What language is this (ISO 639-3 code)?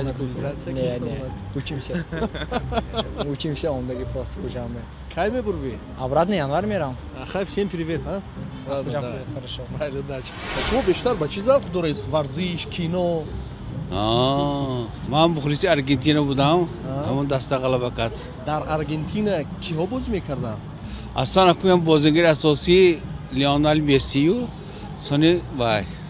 tgk